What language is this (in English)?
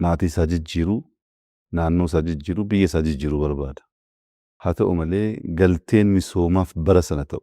Oromo